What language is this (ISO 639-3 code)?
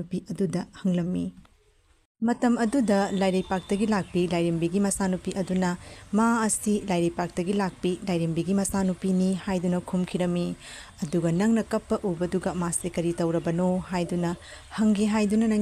mni